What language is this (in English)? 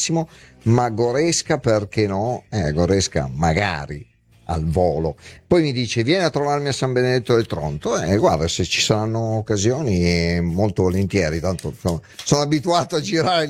Italian